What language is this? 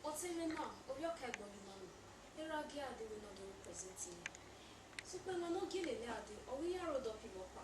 Bini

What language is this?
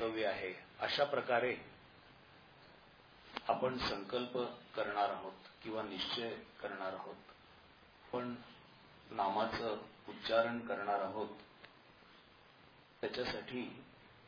Marathi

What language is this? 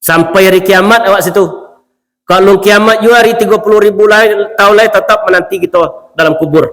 Minangkabau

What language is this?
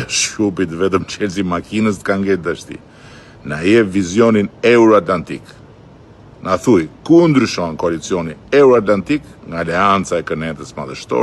Albanian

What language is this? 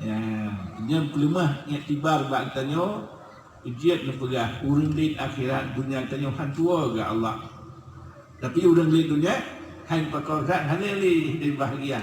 Achinese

